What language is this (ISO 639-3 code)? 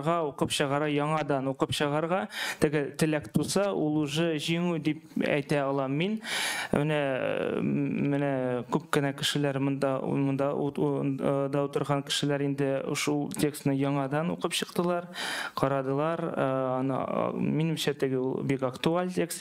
tat